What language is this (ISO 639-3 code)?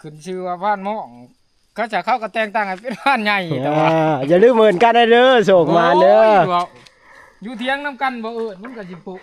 tts